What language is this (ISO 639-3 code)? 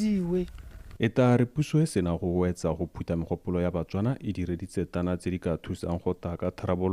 tsn